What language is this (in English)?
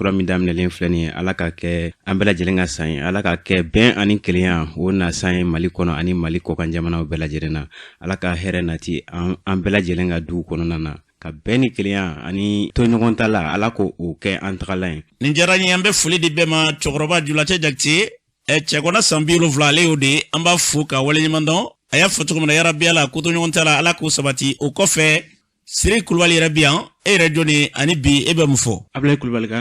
Bambara